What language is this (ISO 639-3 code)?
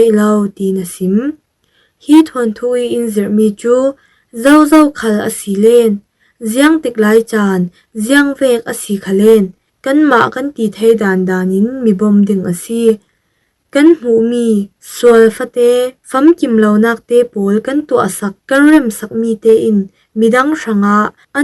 cfm